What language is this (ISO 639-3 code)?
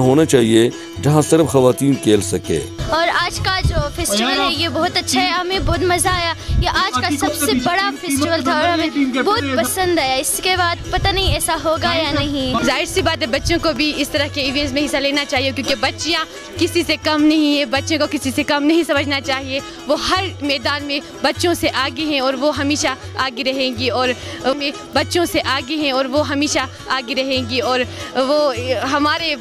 urd